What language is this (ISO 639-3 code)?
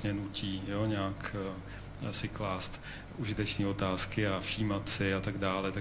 ces